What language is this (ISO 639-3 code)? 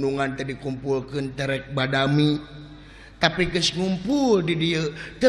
sun